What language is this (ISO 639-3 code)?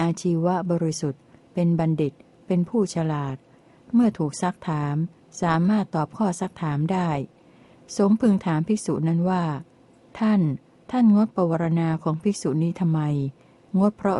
tha